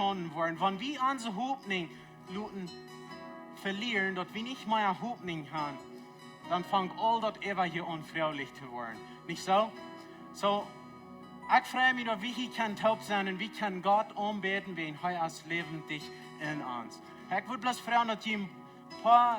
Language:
Plautdietsch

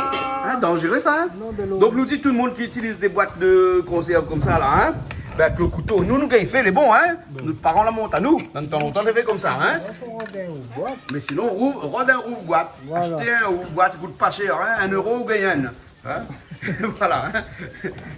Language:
Réunion Creole French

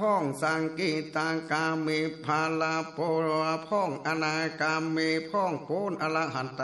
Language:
Northern Thai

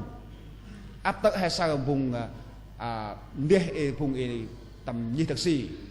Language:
Central Mnong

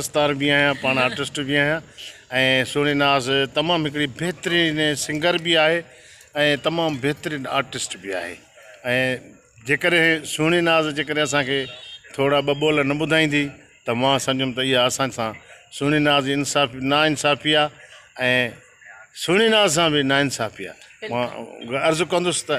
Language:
Sindhi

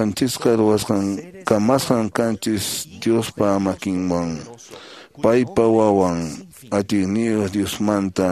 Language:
Quechua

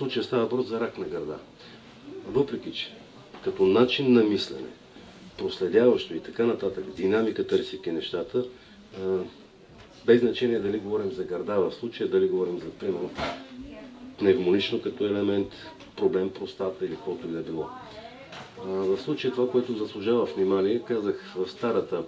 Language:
Bulgarian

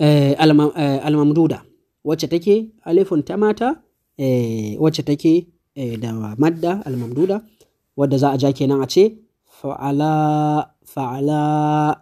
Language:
Hausa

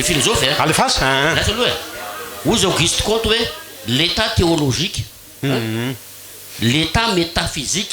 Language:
Malagasy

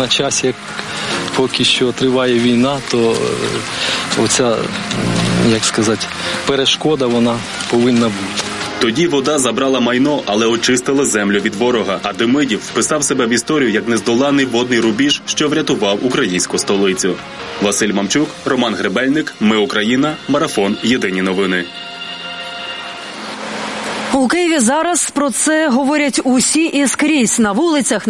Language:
Ukrainian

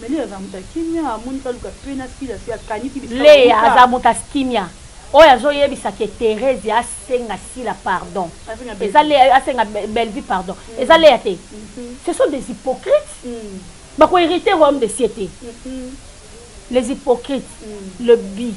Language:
Lingala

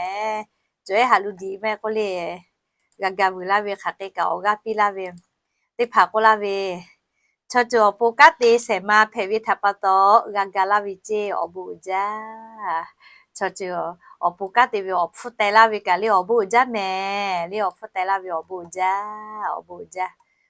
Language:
Lahu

